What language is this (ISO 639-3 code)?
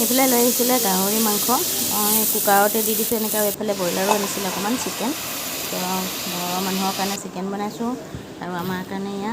asm